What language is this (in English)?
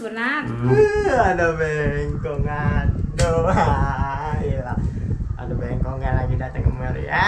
Betawi